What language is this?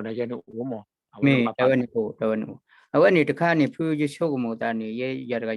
S'gaw Karen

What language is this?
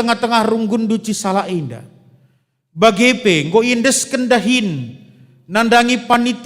Batak Karo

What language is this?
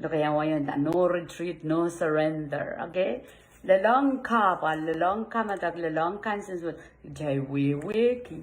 Pohnpeian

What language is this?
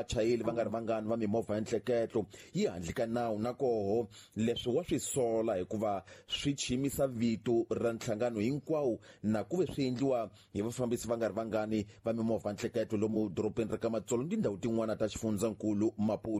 Tsonga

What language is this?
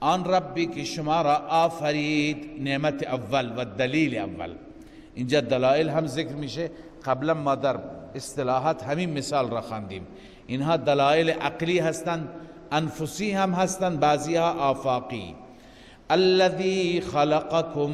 Persian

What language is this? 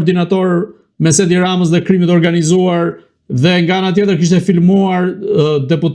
Albanian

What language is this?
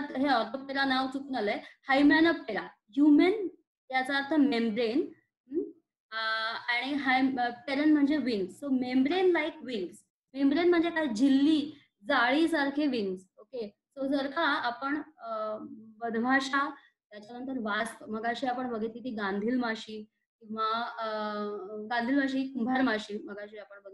Marathi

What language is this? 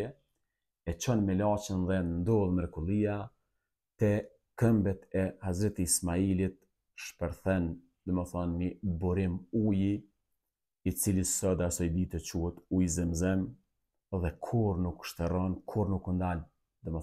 Albanian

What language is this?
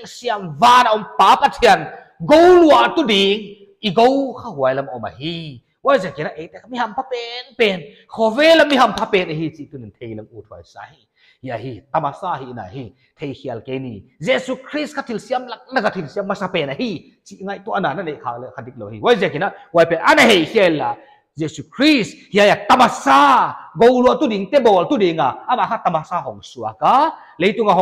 Paite Chin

